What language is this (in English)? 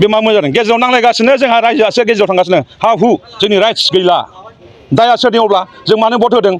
Bodo